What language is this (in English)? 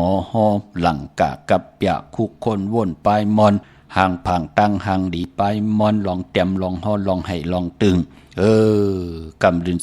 Shan